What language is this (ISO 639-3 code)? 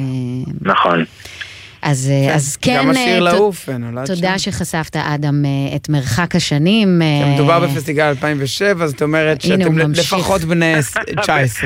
heb